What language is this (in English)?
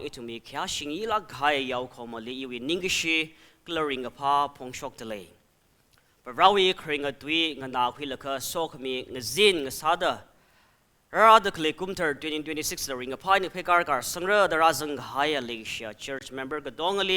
Tangkhul Naga (India)